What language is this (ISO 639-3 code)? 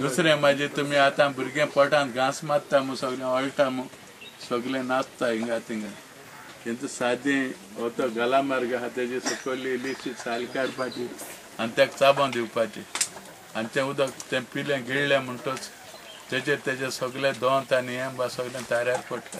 kok